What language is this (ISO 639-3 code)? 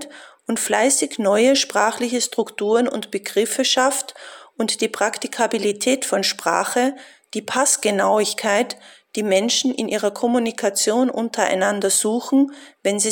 deu